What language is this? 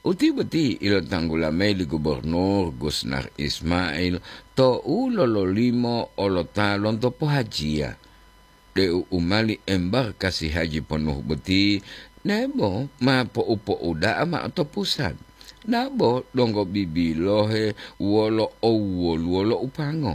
Gorontalo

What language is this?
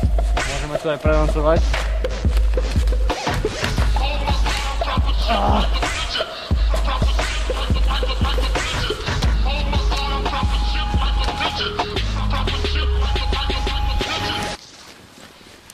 Slovak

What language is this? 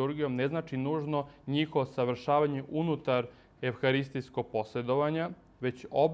Serbian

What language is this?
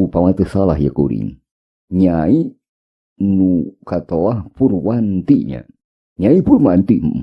Sundanese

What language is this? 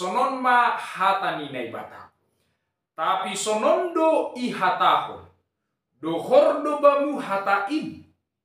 Batak Simalungun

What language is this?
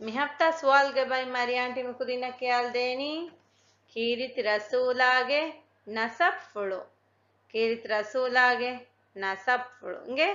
Divehi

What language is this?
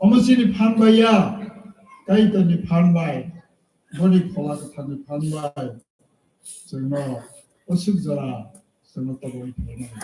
Kok Borok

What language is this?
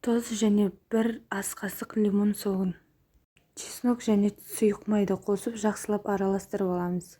Kazakh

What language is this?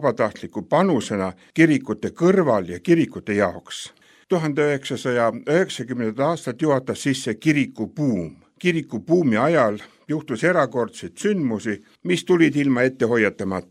Estonian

